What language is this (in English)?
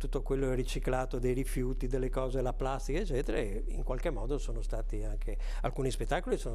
Italian